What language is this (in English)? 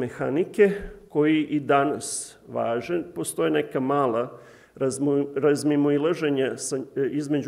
Serbian